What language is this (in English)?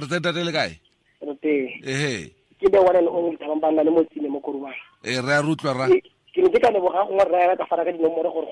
Tswana